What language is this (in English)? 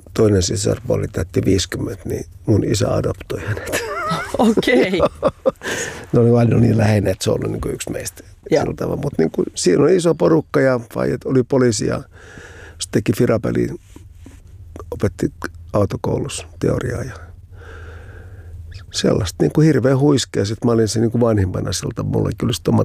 Finnish